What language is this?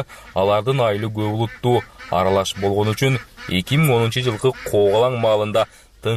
Kyrgyz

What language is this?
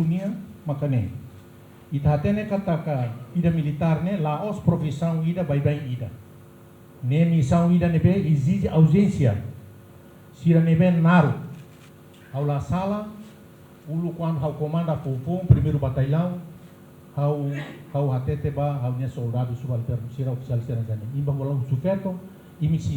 Tetum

